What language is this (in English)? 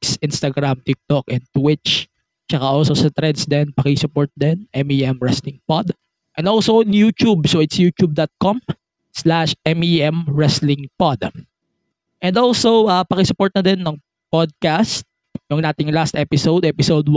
Filipino